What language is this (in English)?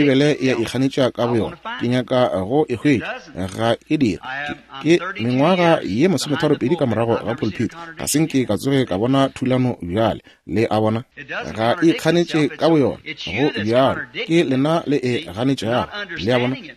Northern Sotho